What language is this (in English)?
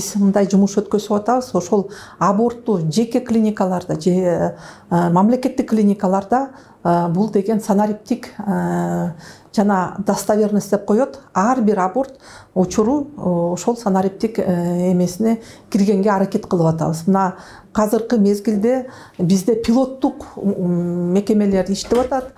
Kyrgyz